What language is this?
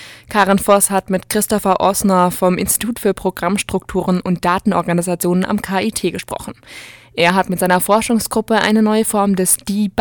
German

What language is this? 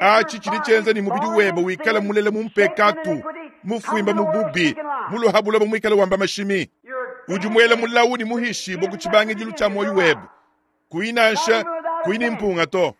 Luba-Lulua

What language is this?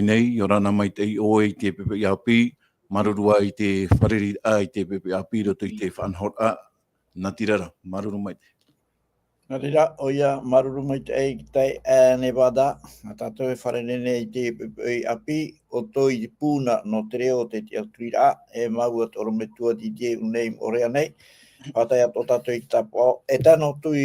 Tahitian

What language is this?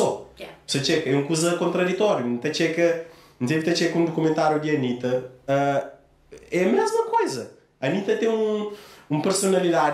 Kabuverdianu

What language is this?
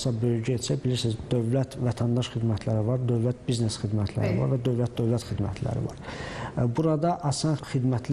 Azerbaijani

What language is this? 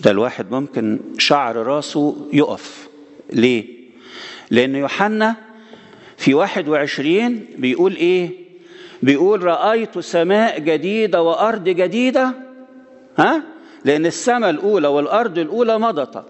Egyptian Arabic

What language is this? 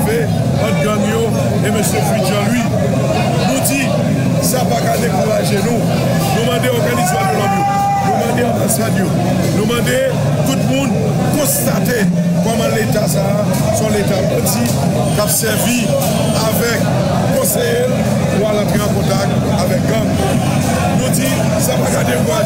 Haitian Creole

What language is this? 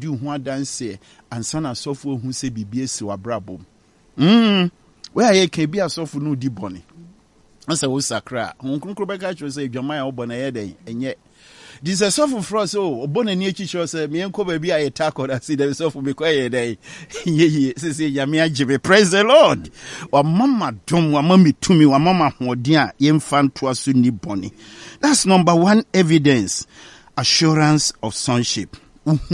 Akan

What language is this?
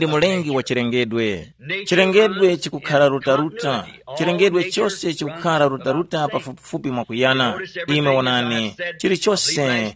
Tumbuka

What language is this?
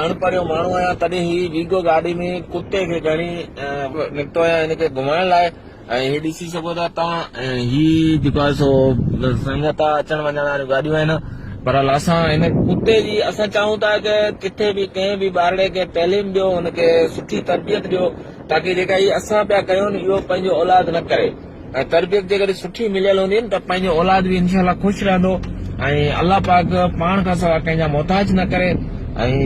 Sindhi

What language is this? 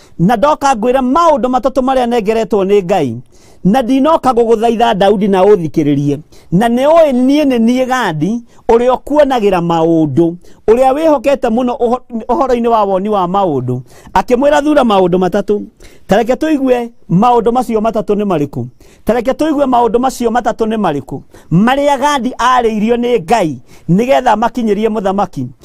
Kikuyu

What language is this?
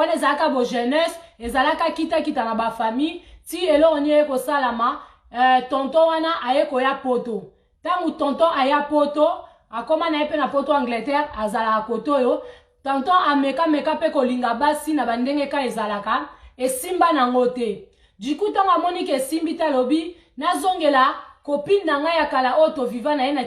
Lingala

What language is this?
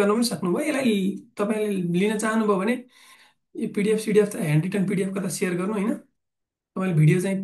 Nepali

